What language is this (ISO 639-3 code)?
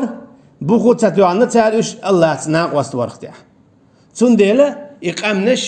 che